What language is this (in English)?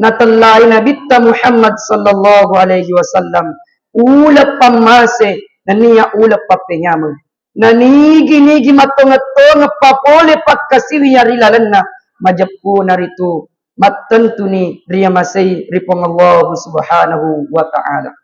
Buginese